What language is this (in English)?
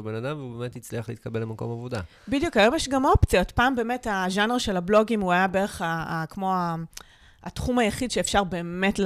Hebrew